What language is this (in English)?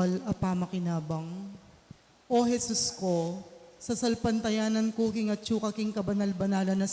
Pampanga